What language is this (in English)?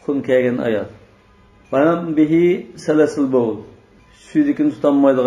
Uyghur